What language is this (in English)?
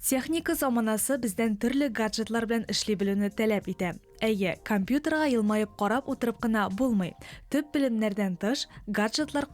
Tatar